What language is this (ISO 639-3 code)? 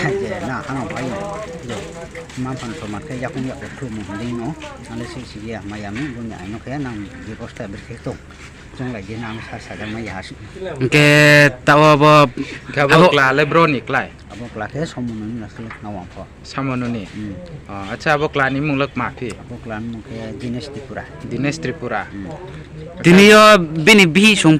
ria